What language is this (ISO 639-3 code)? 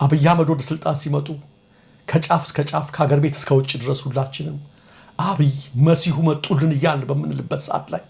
amh